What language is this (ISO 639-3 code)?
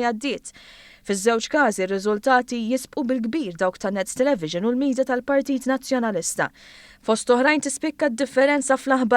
mlt